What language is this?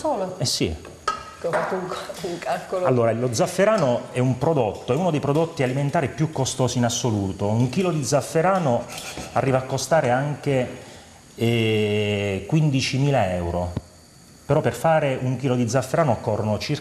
Italian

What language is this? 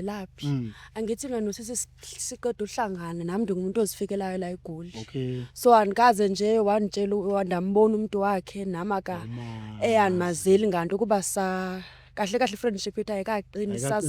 Zulu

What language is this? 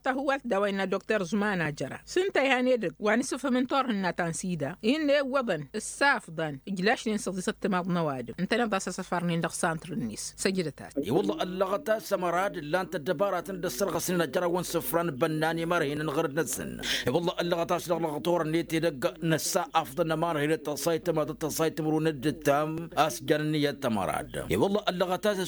Tamasheq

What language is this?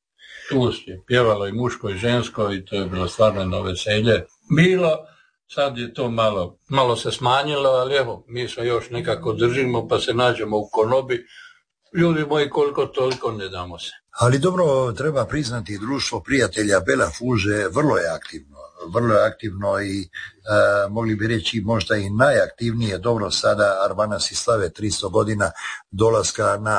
Croatian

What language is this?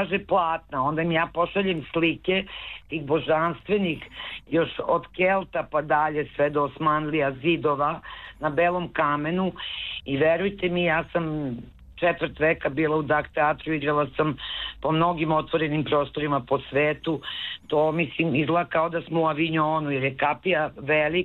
Serbian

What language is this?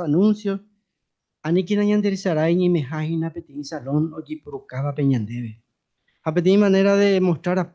Guarani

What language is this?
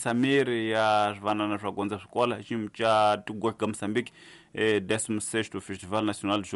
Tsonga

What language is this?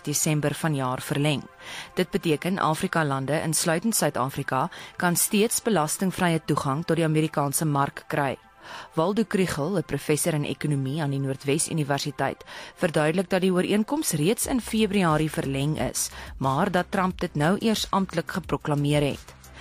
Afrikaans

